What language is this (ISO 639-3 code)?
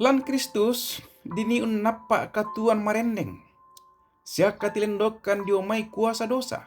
sda